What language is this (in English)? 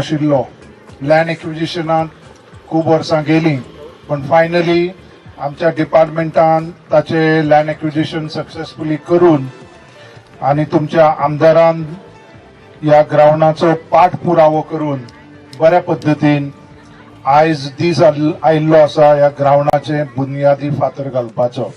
Konkani